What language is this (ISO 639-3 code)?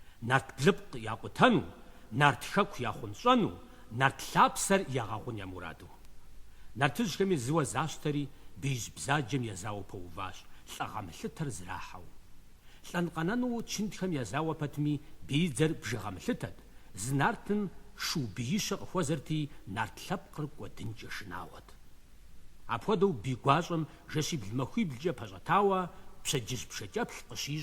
kbd